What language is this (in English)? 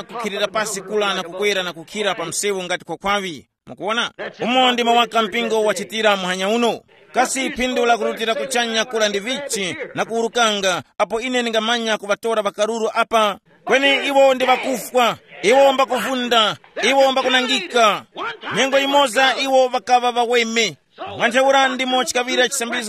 Tumbuka